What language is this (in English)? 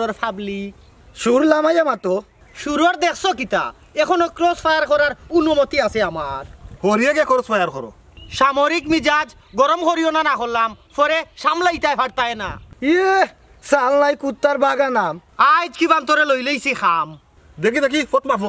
Sylheti